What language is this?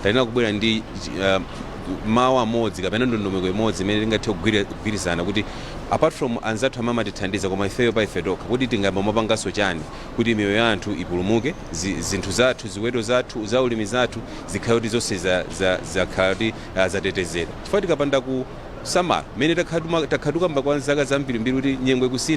Nyanja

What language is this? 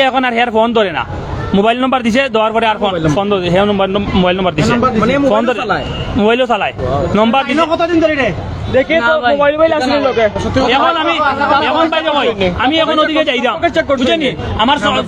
Sylheti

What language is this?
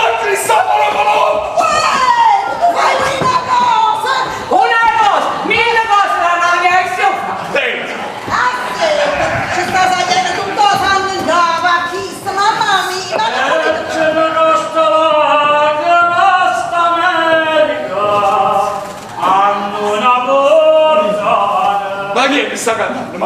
Neapolitan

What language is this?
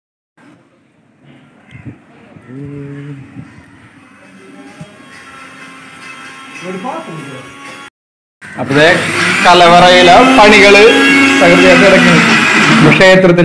Malayalam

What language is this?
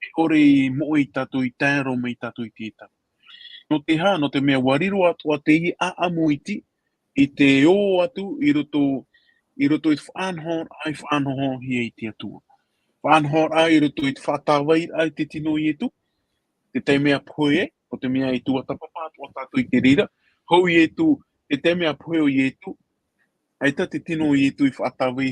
Tahitian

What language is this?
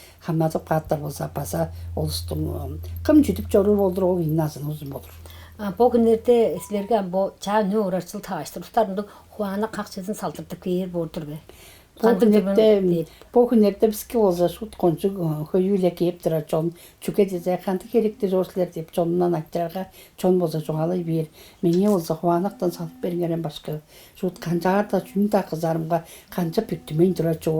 Tuvinian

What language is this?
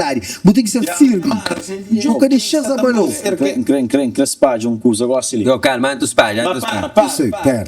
Kabuverdianu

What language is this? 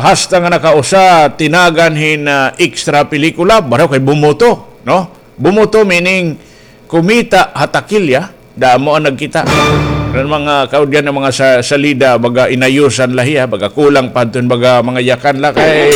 Waray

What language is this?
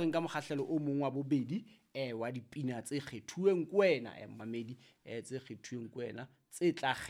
Southern Sotho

